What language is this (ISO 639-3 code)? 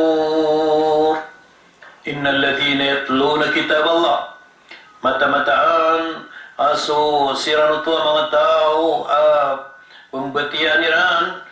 mrw